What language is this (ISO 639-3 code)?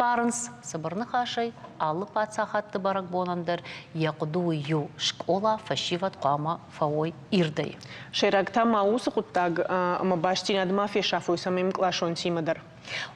oss